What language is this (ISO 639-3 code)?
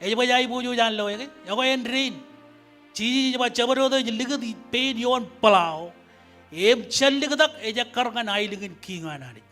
mah